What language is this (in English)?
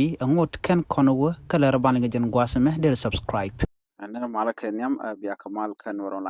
Nuer